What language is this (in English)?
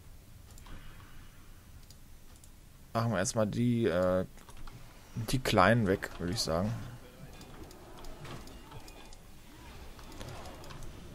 German